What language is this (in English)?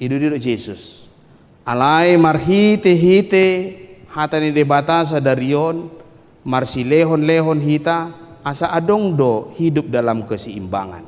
Batak Toba